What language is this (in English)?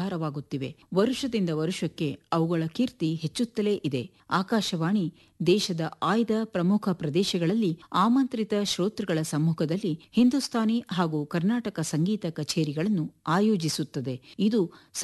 Kannada